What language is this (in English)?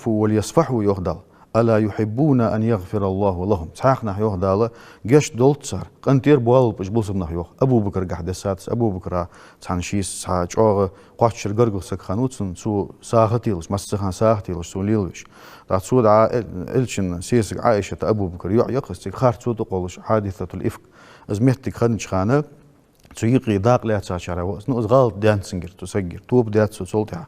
Ingush